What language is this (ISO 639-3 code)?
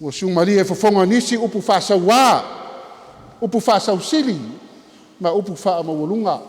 smo